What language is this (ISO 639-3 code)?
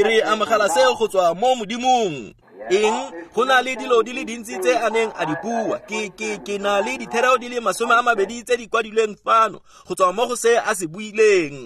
tsn